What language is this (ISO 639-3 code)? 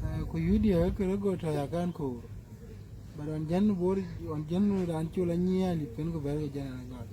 din